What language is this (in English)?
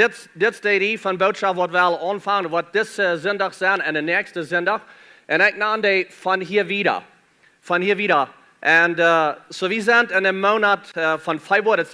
Plautdietsch